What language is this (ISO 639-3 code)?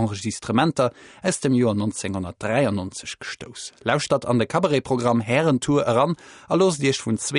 ltz